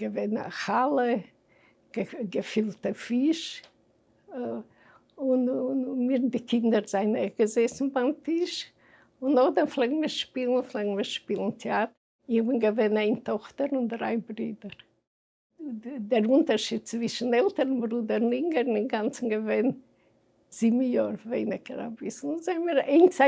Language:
Yiddish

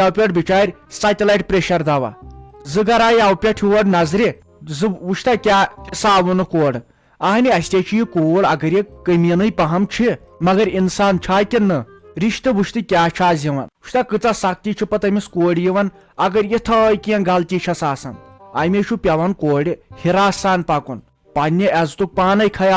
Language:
Kashmiri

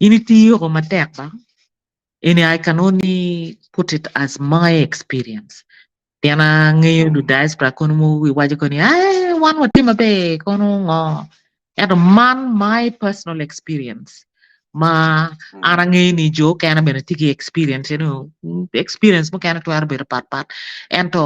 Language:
Acoli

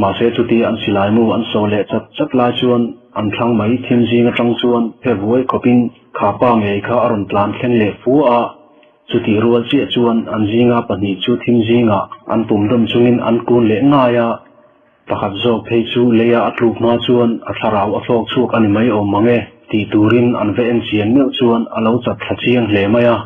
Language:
Mizo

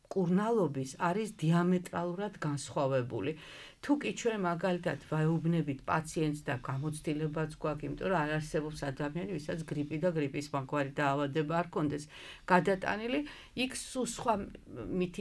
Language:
Georgian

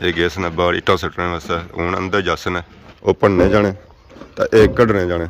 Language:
Pahari-Potwari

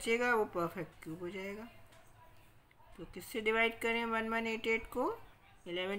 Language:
Hindi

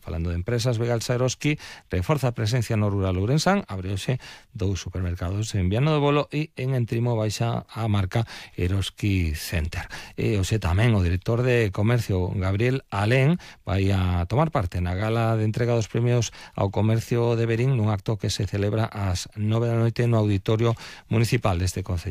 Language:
Galician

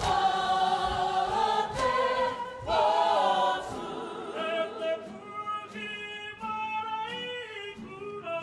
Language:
Māori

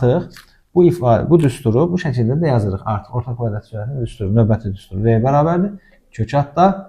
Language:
Azerbaijani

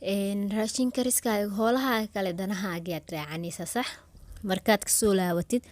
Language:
Somali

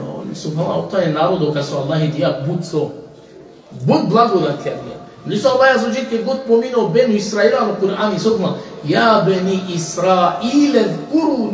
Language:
Balkan Romani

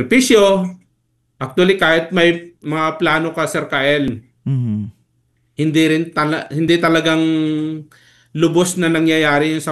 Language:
Filipino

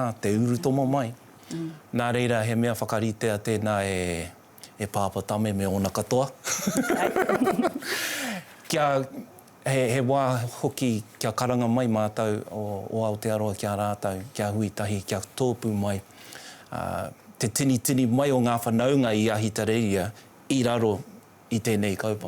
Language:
Māori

